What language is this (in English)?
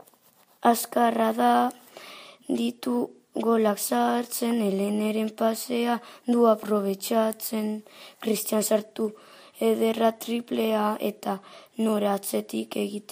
Basque